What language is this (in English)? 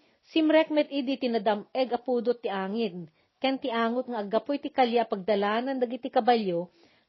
Iloko